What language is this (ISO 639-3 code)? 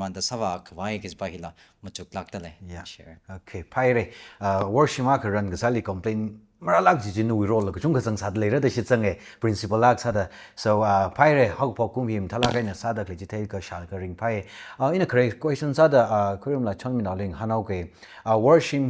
nmf